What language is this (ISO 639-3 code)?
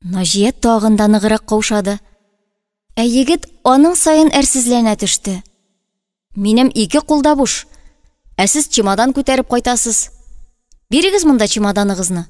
tat